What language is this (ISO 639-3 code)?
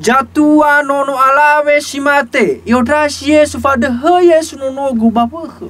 nia